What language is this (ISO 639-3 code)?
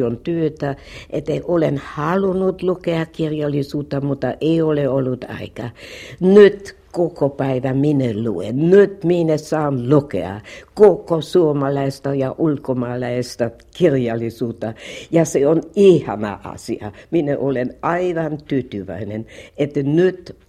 fin